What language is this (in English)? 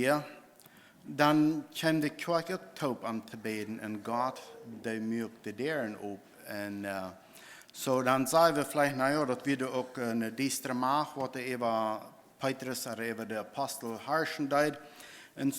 Plautdietsch